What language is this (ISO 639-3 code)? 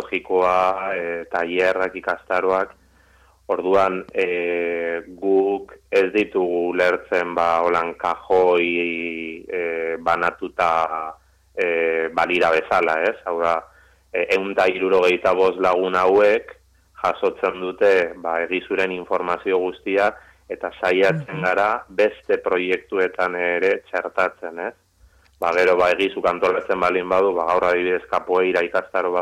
eus